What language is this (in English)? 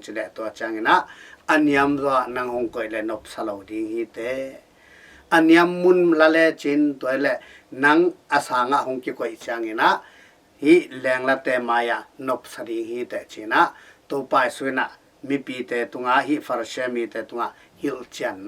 Tedim Chin